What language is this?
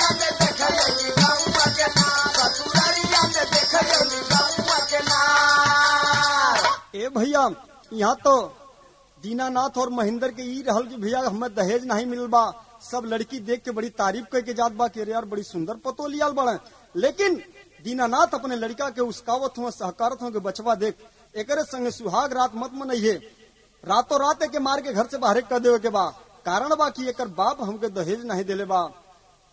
Bhojpuri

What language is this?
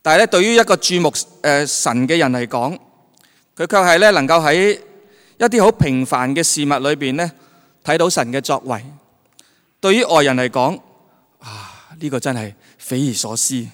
Cantonese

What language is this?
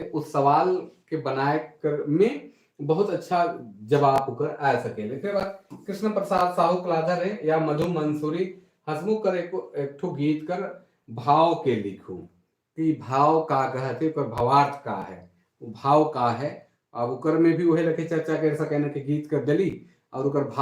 Sadri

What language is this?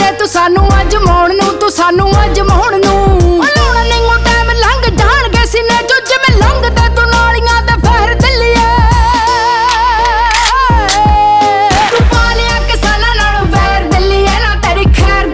Punjabi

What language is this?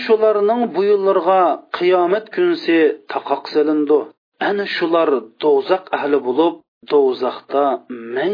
Uyghur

